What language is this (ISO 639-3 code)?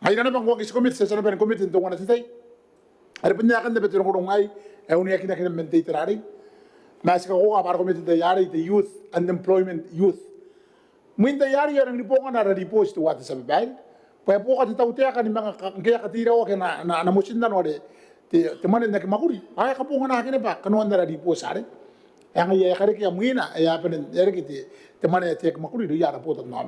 gil